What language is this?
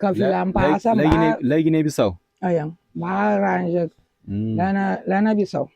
Kabuverdianu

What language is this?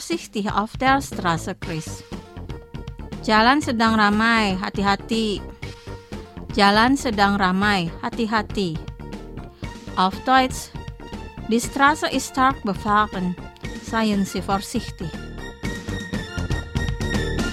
German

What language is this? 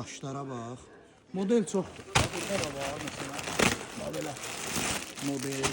Azerbaijani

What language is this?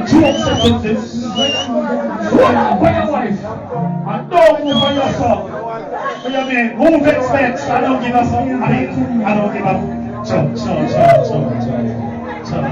Jamaican Creole English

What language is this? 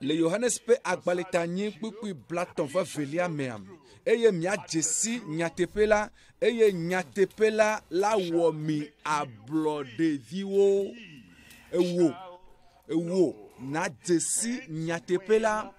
Ewe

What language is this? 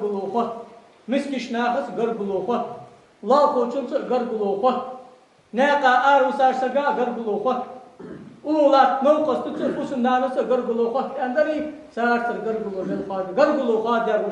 Ingush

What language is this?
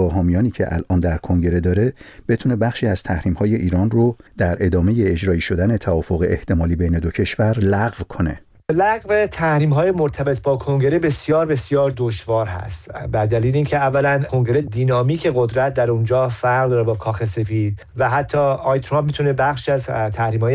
Persian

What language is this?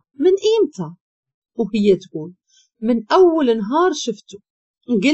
Moroccan Arabic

